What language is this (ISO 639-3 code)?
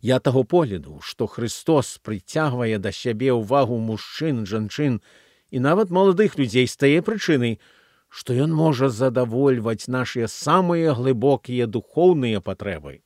bel